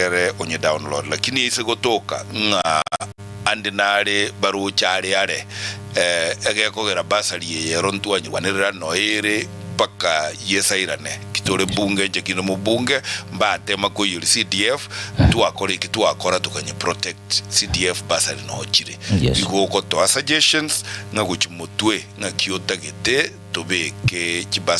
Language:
Gusii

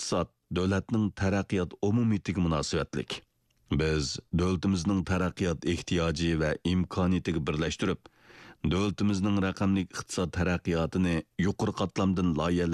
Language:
Uyghur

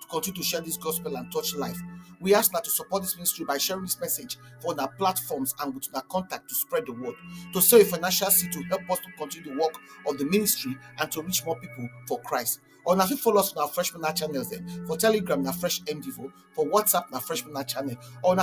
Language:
Nigerian Pidgin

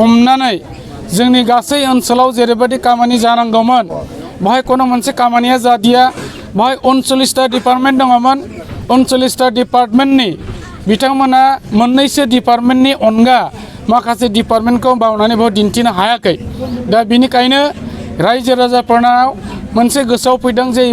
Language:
Bodo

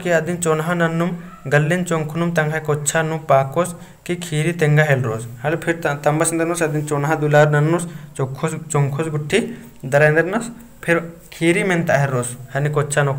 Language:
Kurukh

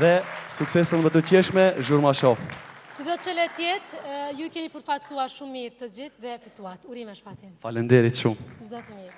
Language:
Albanian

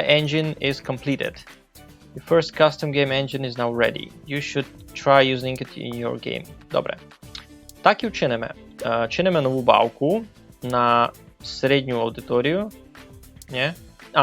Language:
Rusyn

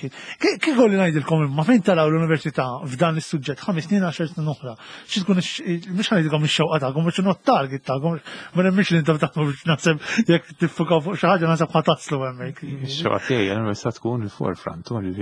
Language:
Maltese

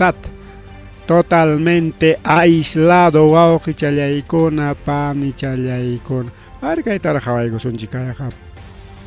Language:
Ayacucho Quechua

